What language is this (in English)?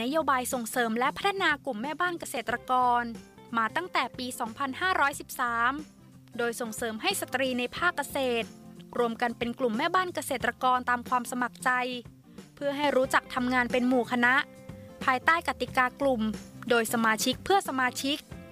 Thai